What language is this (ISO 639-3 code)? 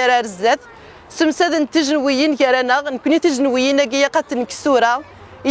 kab